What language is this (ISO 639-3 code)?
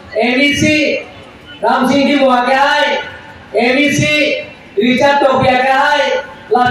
mjw